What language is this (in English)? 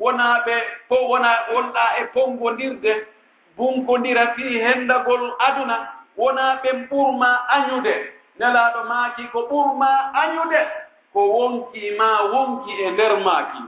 Fula